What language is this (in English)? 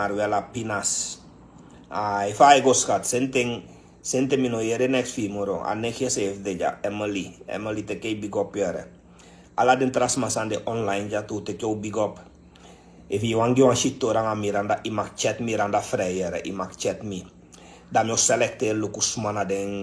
Sranan Tongo